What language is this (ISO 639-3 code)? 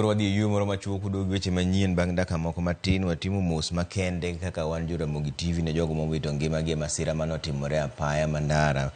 luo